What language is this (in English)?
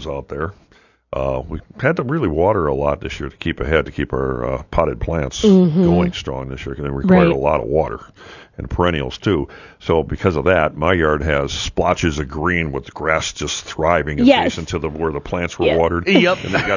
English